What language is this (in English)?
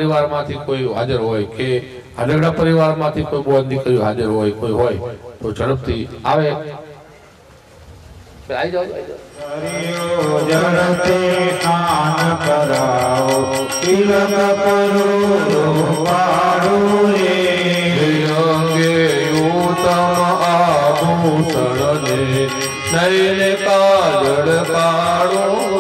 Gujarati